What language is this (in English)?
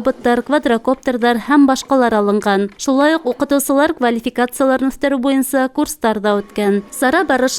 Bashkir